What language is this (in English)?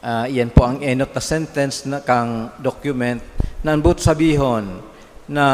Bikol